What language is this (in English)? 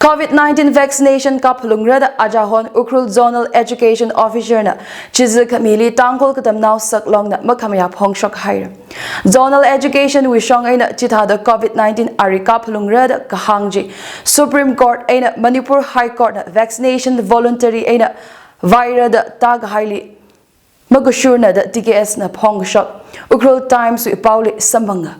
Tangkhul Naga (India)